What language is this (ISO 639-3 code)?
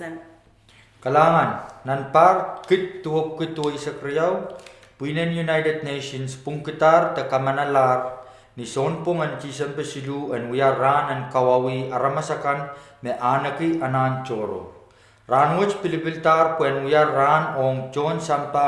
pon